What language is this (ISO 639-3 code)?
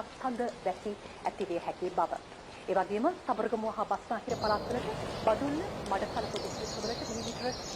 sin